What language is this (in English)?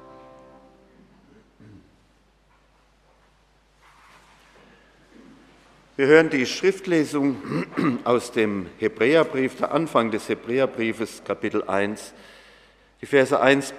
German